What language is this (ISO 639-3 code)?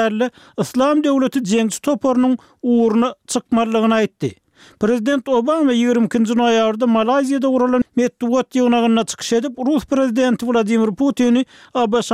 tuk